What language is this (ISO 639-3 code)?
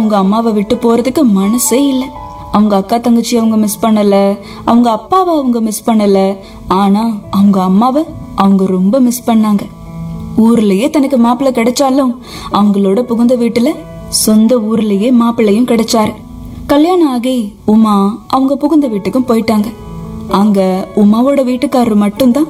tam